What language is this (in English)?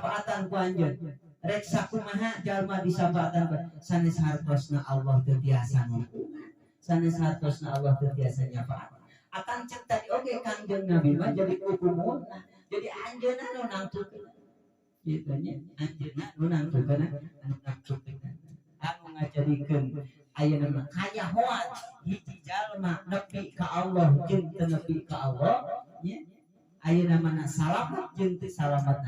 Sundanese